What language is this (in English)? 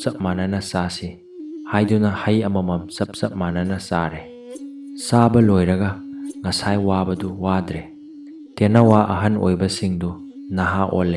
Manipuri